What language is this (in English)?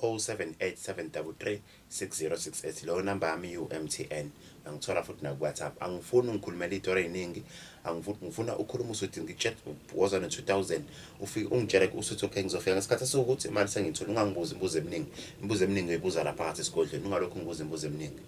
Zulu